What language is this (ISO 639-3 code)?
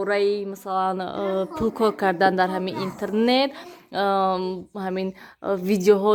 tgk